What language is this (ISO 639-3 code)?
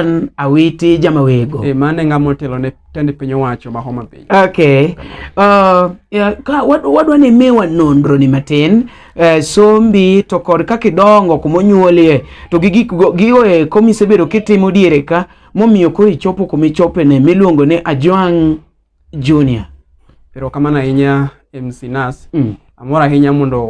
luo